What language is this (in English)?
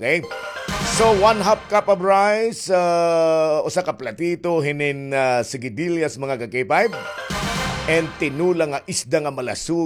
Waray